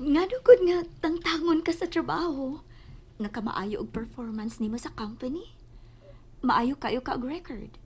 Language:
Cebuano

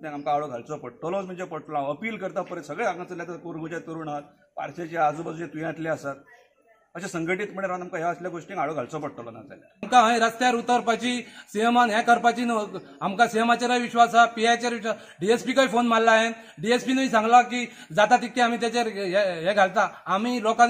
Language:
Konkani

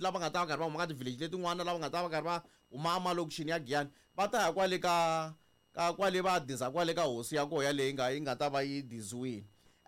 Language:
Tsonga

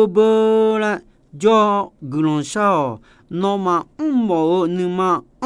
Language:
Akha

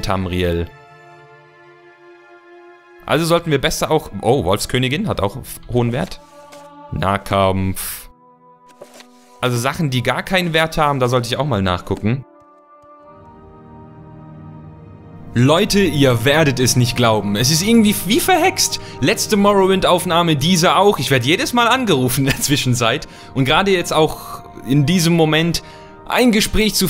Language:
German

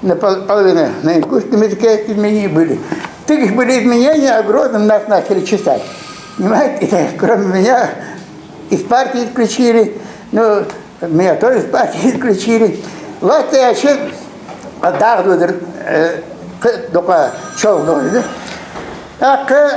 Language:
Ingush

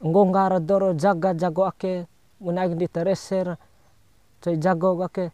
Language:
Bima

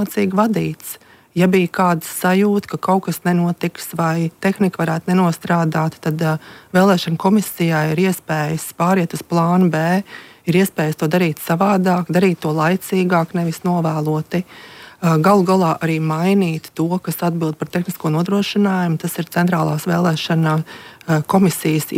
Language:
Latvian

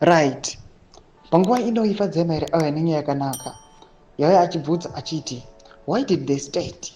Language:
Shona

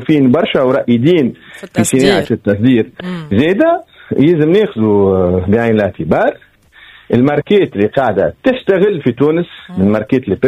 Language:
Tunisian Arabic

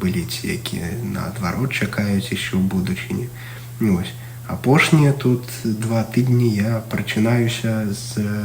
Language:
Belarusian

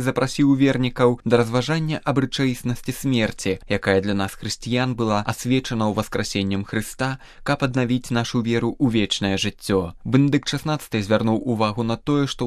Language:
Belarusian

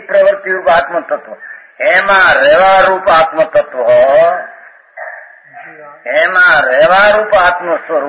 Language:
Gujarati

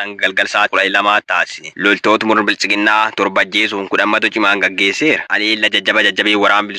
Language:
Oromo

